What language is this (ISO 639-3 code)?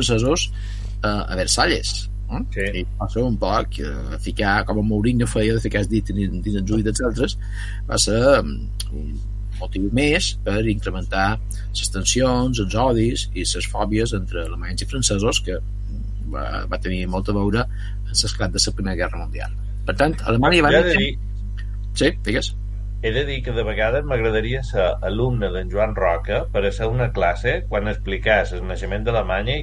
cat